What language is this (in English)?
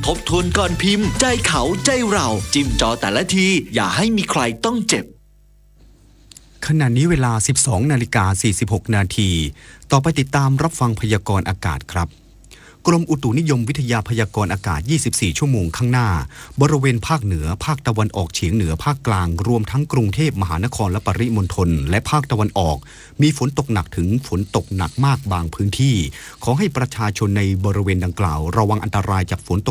Thai